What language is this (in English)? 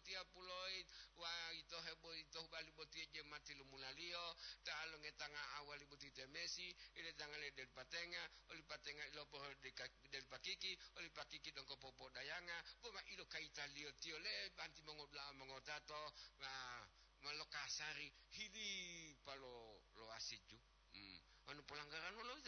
Gorontalo